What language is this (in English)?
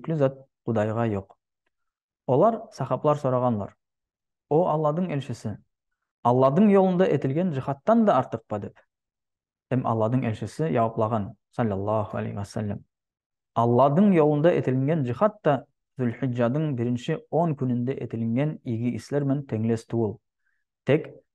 Nogai